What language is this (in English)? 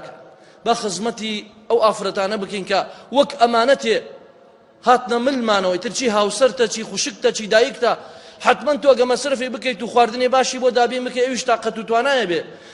Central Kurdish